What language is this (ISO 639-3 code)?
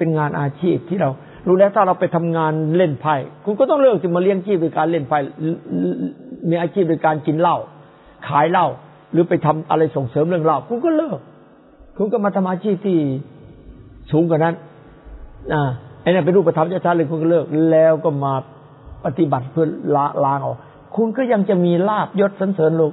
tha